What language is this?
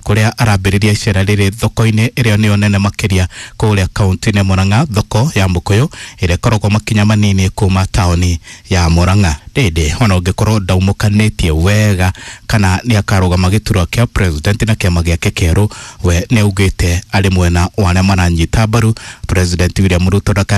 Kikuyu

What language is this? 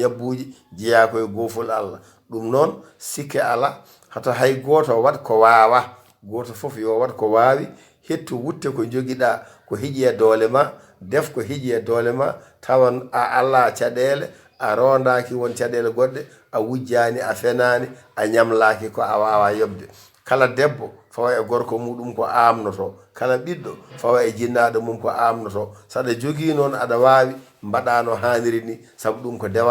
Fula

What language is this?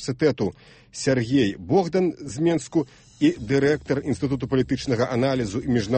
Belarusian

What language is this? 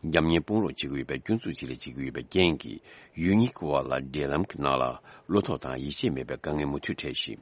Tibetan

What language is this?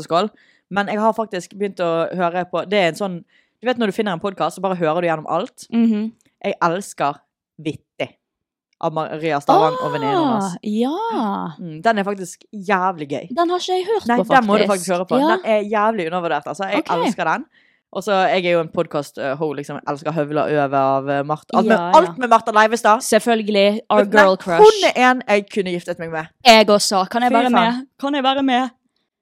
Norwegian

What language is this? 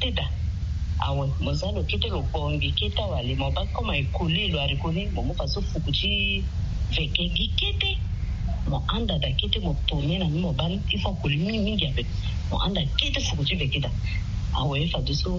Sango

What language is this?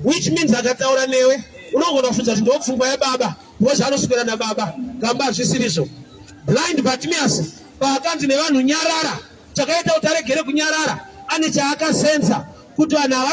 Shona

